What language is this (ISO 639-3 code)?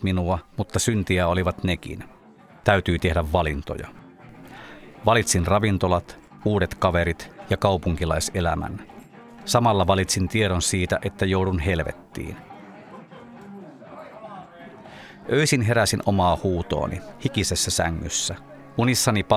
fin